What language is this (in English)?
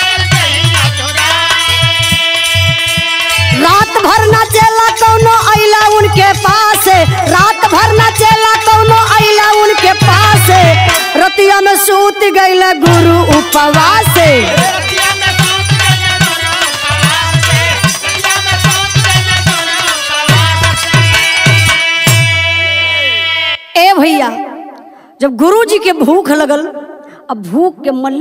Bhojpuri